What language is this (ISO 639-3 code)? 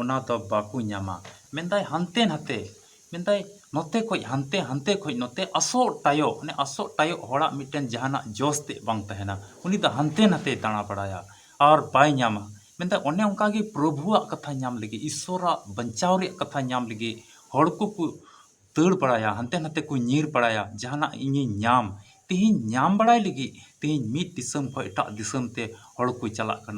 sat